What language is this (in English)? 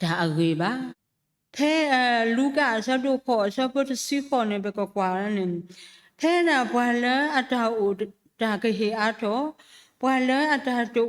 S'gaw Karen